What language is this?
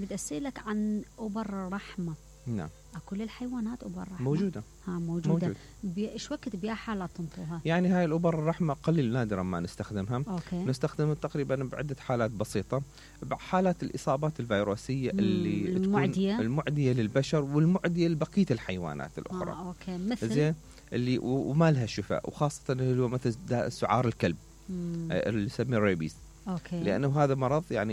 Mesopotamian Arabic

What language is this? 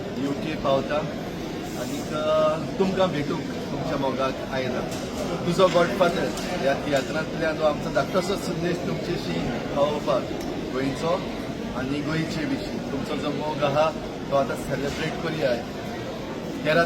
Konkani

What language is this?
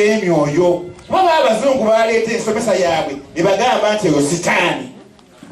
Ganda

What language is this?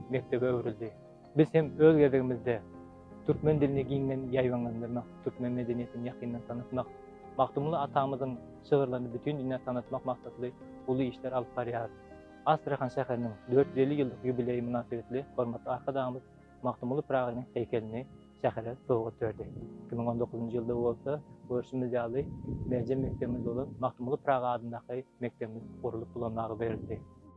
Turkmen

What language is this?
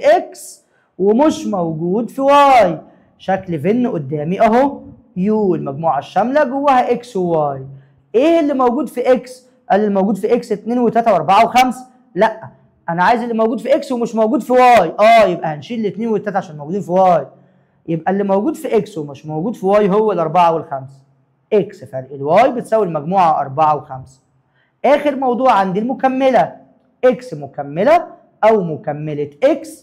Egyptian Arabic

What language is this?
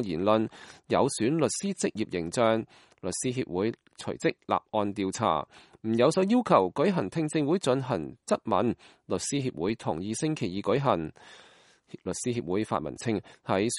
Cantonese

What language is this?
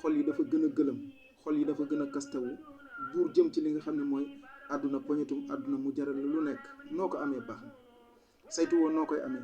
Wolof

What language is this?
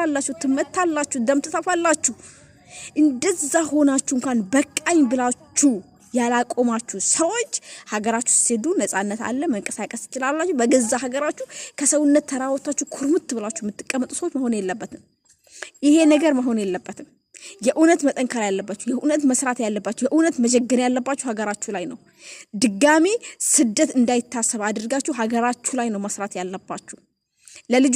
Amharic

